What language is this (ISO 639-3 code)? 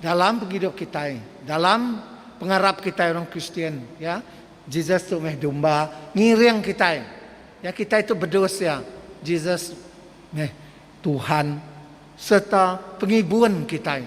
iba